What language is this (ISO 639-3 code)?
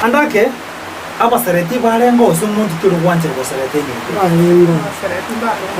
guz